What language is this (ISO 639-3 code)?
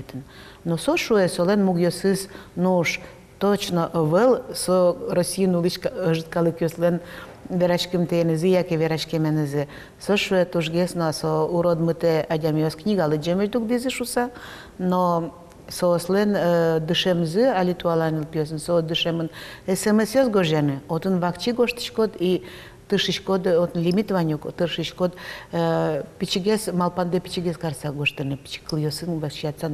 udm